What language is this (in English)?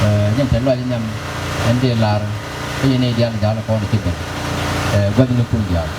Nuer